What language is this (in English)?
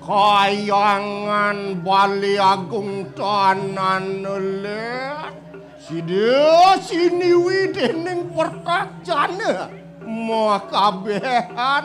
Balinese